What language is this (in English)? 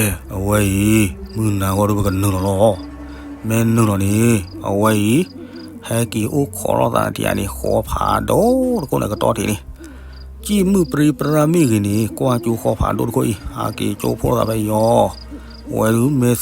S'gaw Karen